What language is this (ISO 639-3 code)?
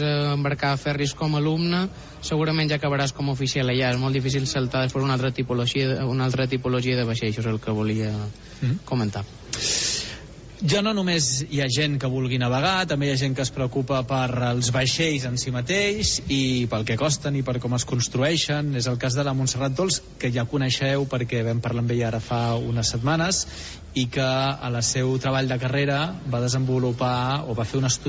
cat